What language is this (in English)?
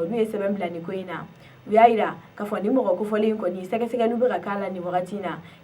Bambara